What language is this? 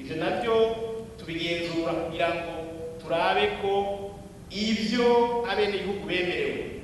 Rundi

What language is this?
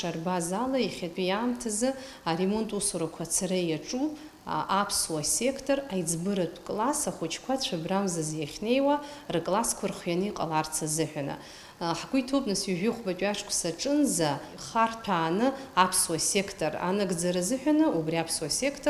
Abkhazian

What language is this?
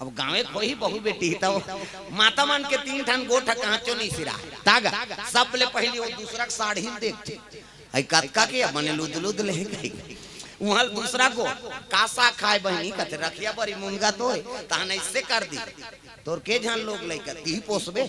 Chhattisgarhi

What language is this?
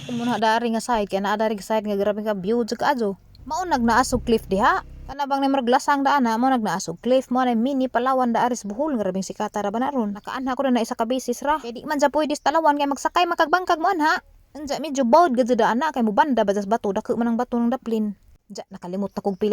Cebuano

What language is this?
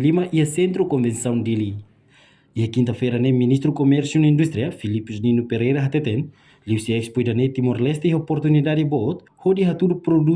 Tetum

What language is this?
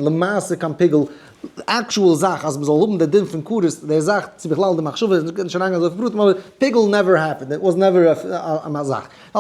Yiddish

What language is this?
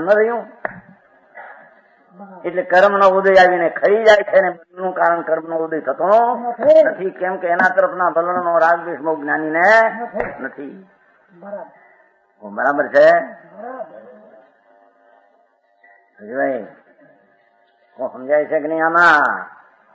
Gujarati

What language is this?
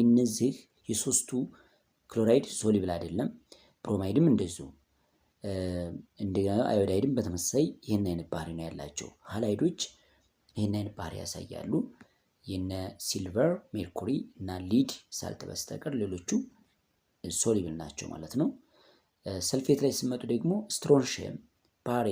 Amharic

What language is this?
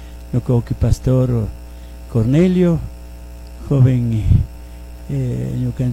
Chimborazo Highland Quichua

